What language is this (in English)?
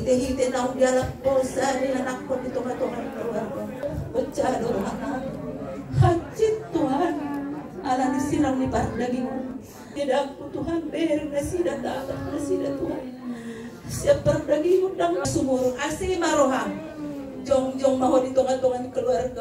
Batak Toba